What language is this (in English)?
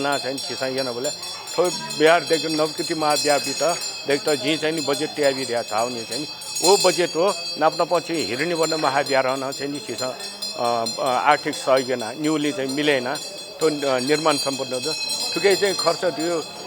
Newari